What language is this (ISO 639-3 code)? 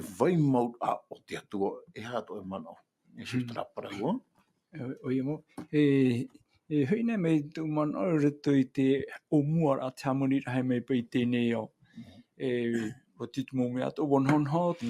tah